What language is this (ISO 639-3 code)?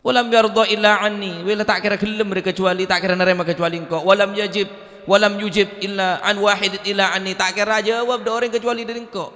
mad